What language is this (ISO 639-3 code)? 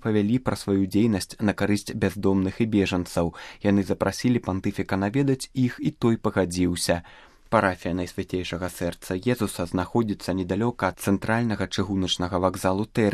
bel